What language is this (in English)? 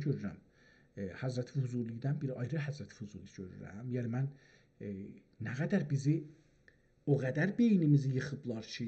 South Azerbaijani